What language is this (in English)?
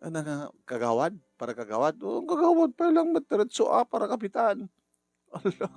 Iloko